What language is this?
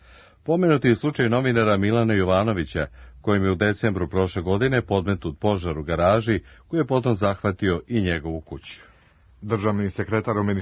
Serbian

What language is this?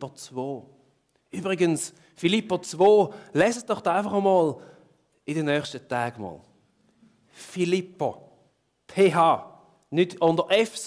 Swiss German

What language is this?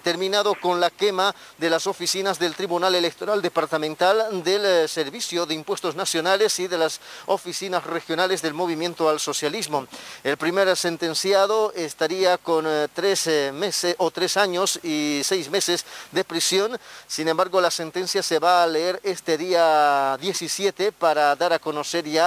Spanish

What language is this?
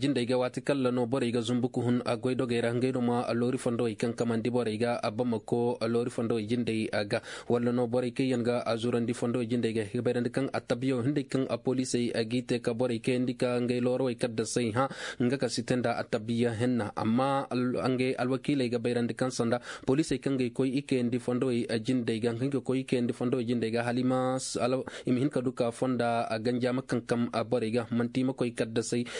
Koyraboro Senni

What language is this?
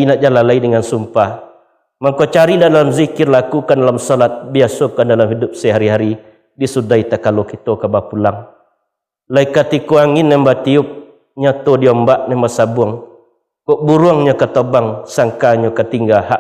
Minangkabau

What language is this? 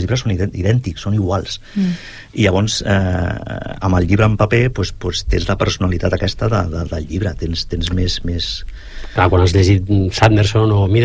Catalan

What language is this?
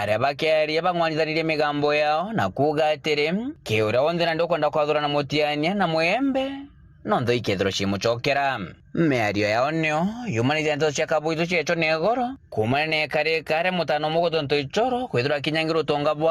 Meru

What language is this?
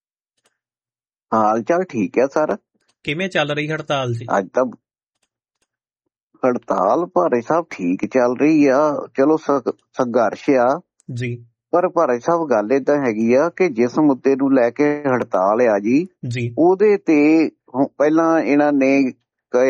Punjabi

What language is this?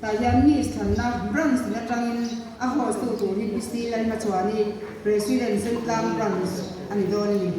Mizo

